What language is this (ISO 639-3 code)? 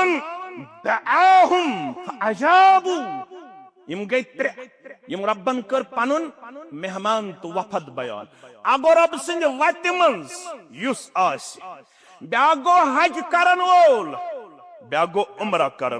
kas